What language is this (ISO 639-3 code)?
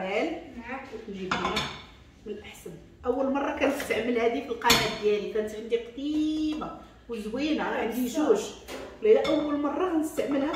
ary